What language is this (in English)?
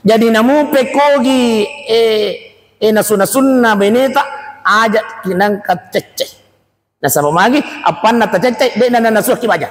Buginese